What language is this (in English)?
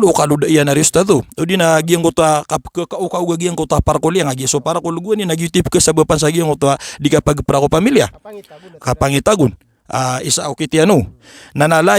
Maranao